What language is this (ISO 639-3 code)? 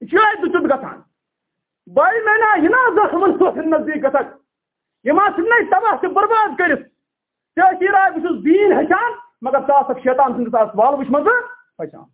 kas